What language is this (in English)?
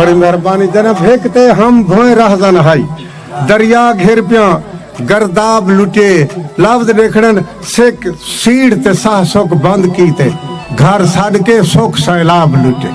Saraiki